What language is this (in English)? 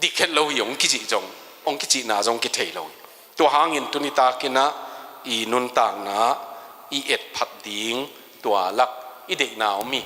Tedim Chin